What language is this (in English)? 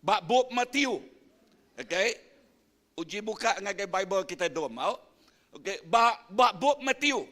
Iban